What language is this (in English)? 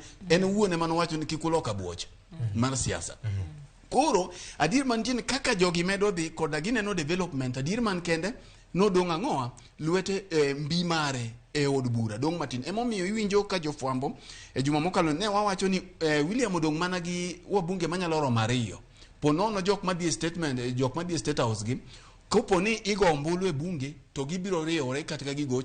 Luo (Kenya and Tanzania)